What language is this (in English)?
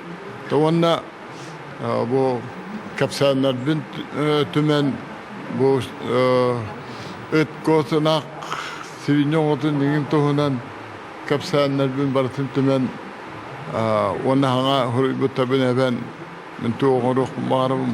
Yakut